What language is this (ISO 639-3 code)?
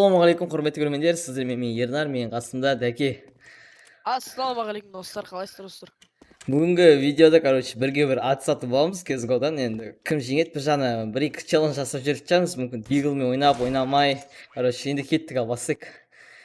kaz